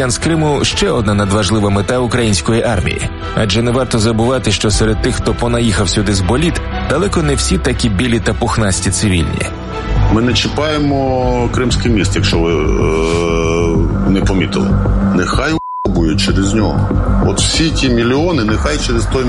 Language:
Ukrainian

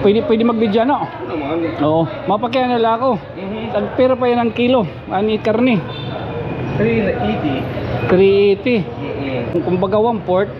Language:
Waray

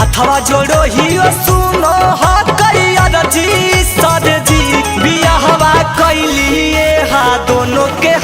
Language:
Magahi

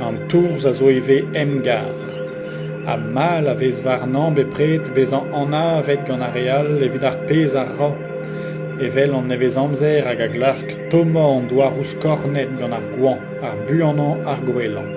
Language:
Breton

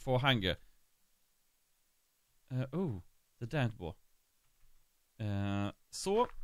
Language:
Swedish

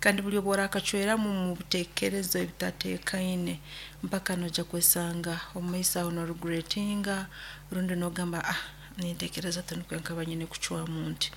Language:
Nyoro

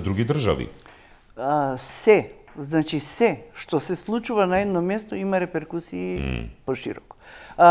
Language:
Macedonian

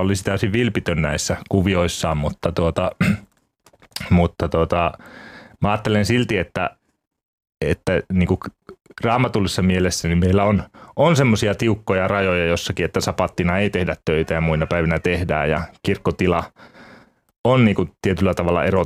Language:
Finnish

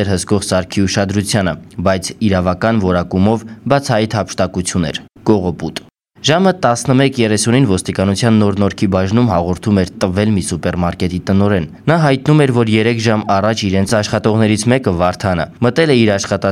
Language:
Armenian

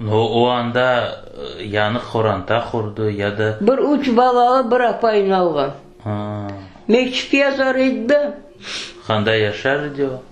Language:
Crimean Tatar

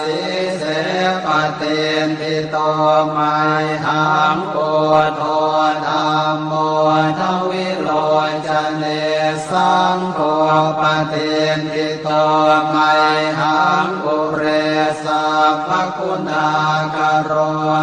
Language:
Pali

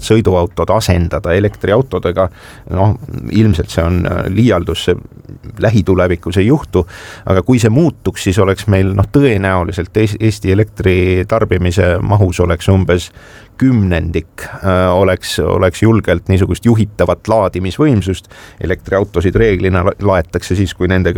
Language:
Estonian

